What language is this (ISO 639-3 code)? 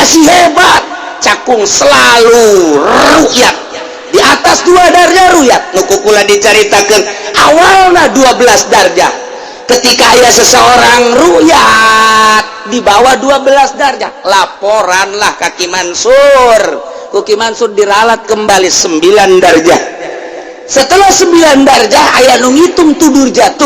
sun